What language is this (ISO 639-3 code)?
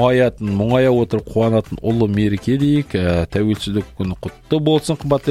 kaz